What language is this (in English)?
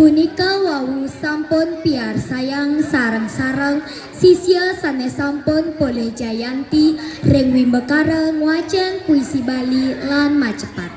Balinese